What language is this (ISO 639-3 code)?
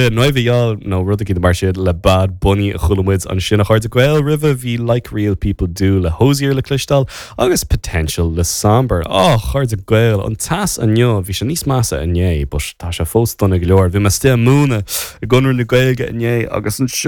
gle